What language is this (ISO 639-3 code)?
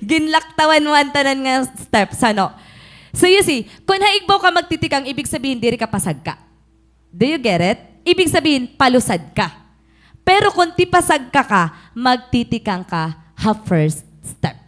war